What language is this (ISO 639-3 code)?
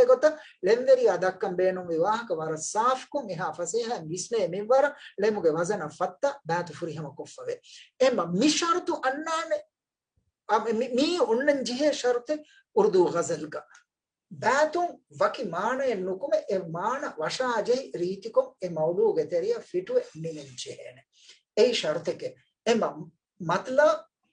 div